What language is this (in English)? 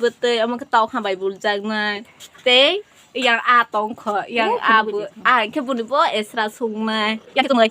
Kok Borok